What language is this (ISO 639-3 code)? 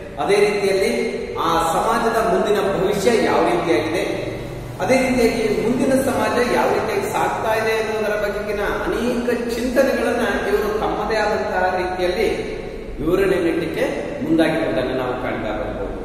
kan